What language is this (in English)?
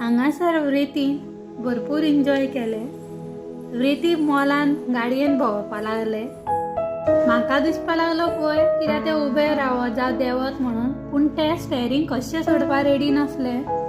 Konkani